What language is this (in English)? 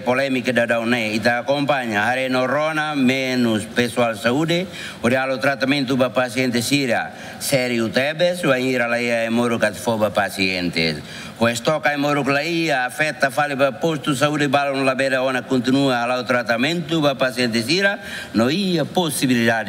Tetum